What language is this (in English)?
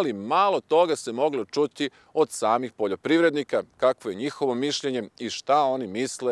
Serbian